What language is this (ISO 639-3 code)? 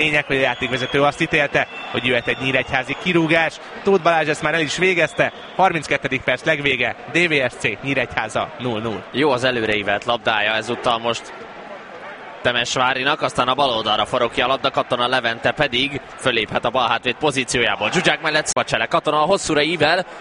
hun